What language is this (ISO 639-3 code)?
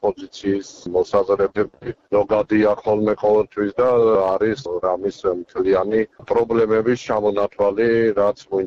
kat